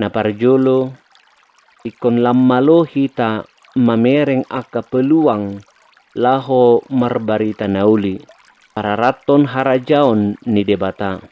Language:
Batak Toba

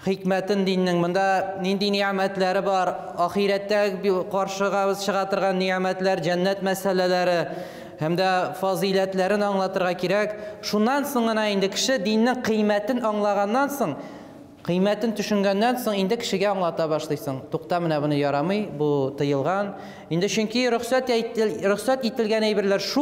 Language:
Tatar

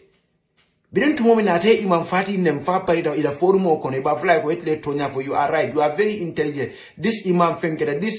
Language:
Hausa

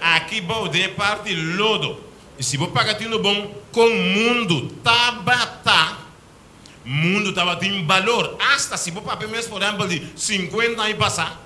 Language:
Papiamento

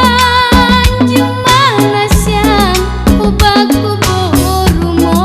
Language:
Batak Simalungun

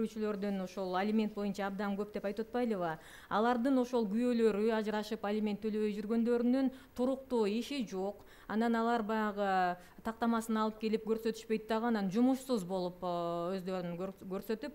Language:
Kyrgyz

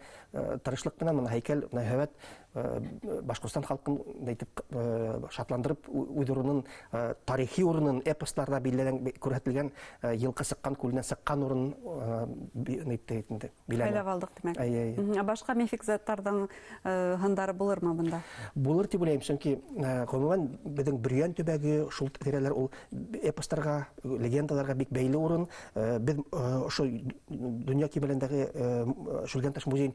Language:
Bashkir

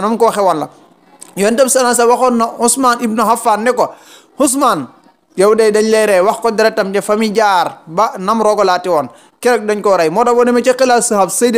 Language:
Wolof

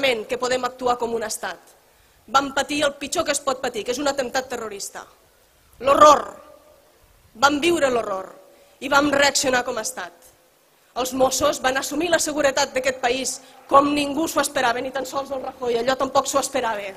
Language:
Catalan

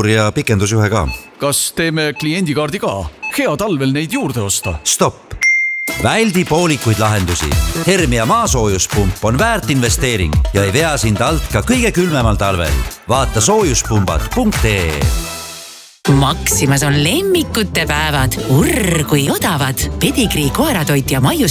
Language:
Estonian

